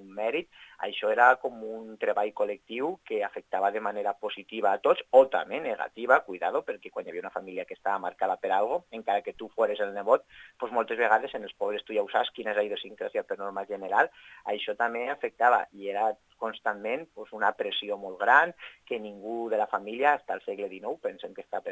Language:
Catalan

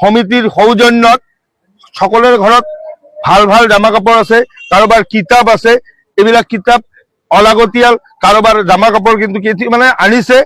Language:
Assamese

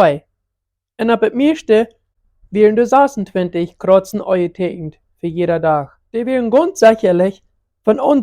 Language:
Plautdietsch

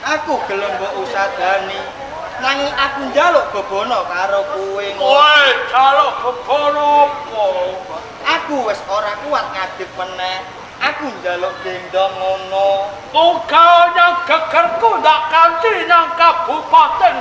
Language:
Javanese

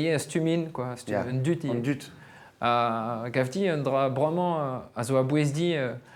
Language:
Breton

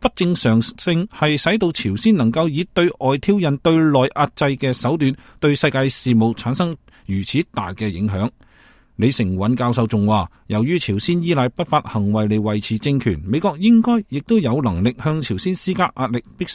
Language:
Cantonese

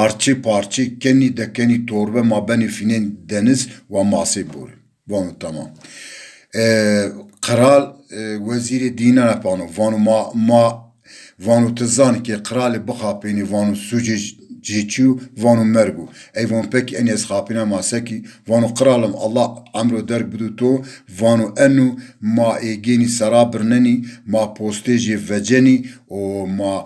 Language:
Zaza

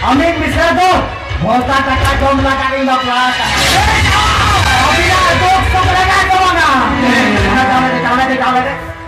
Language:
Santali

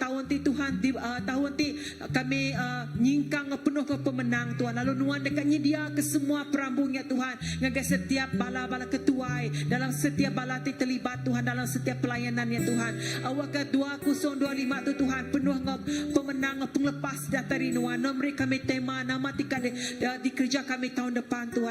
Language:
Iban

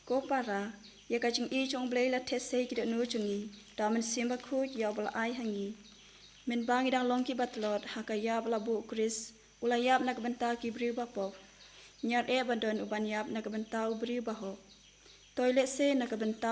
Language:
Khasi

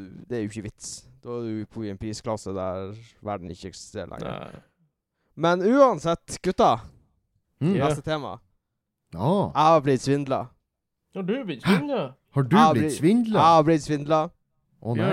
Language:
Norwegian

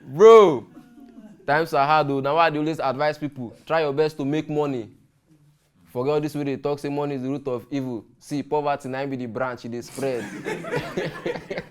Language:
Nigerian Pidgin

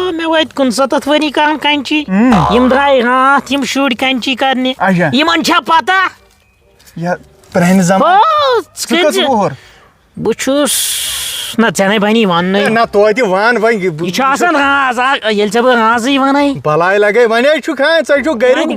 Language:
Kashmiri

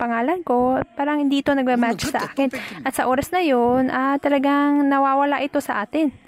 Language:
Filipino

